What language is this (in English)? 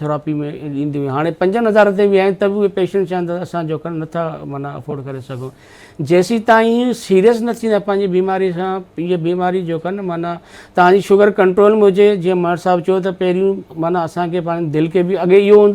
Sindhi